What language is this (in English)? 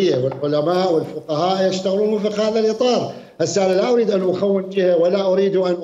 Mesopotamian Arabic